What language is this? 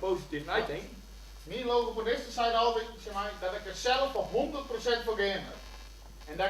Western Frisian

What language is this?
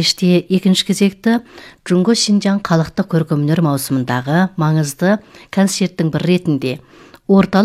Kazakh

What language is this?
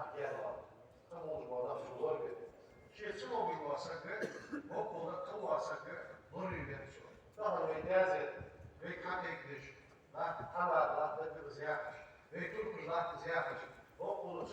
Ingush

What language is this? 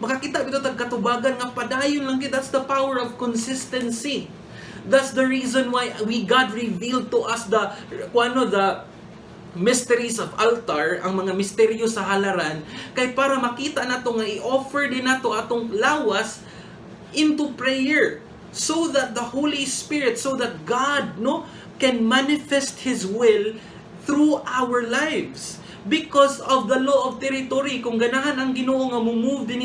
Cebuano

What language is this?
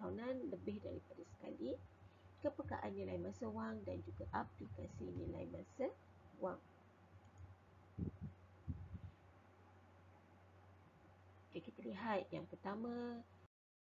Malay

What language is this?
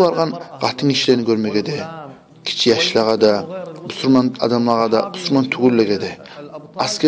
Kumyk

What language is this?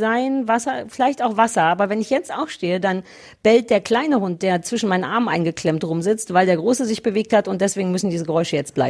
German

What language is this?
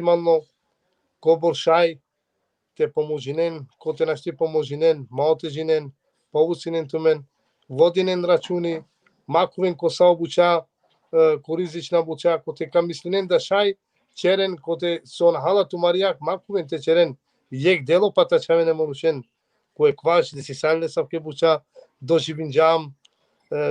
Balkan Romani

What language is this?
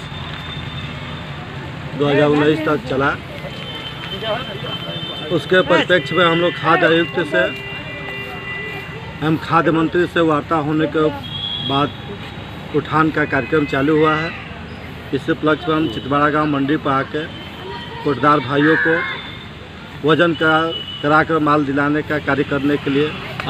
Hindi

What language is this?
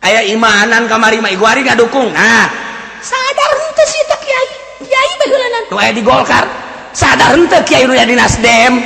Sundanese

